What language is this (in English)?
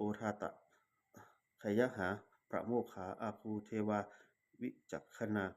Pali